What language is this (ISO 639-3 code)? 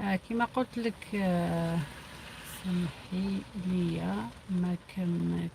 arq